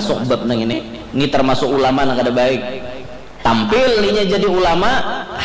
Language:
Banjar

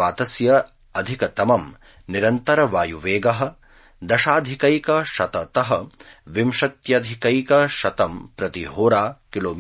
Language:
Sanskrit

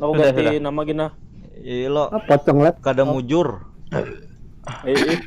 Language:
Banjar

